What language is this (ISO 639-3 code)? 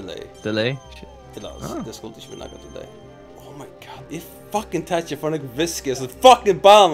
fao